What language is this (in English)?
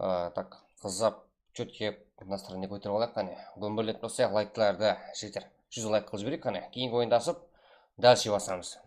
Kara-Kalpak